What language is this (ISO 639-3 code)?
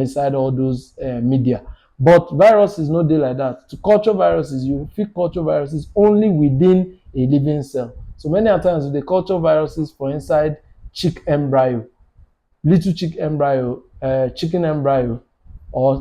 pcm